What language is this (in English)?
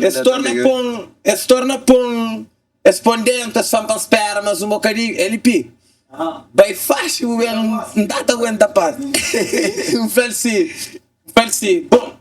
Kabuverdianu